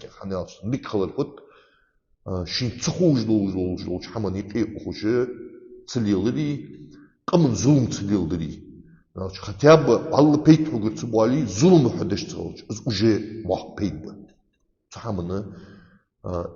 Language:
Ingush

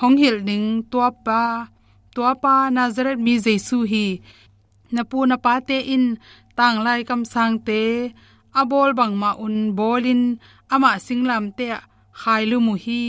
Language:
Tedim Chin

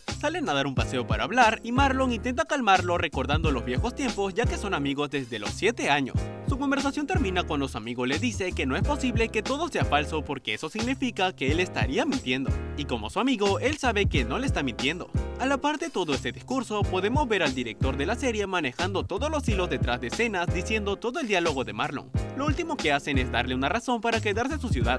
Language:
Spanish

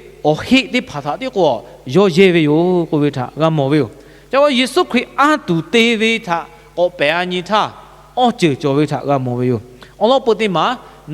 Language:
Lahu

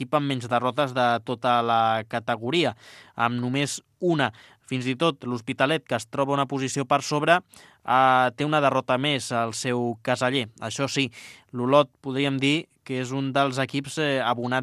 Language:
Catalan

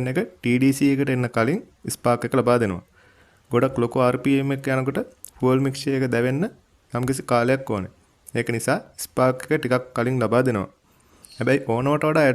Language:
Sinhala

